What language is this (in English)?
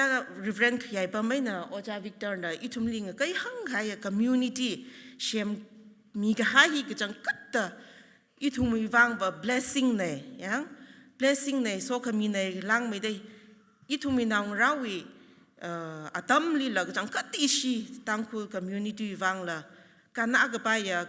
Tangkhul Naga (India)